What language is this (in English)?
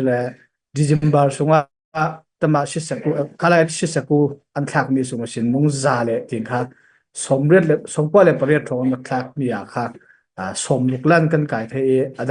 Falam Chin